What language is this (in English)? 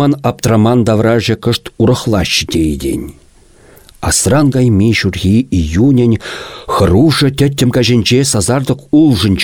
Chuvash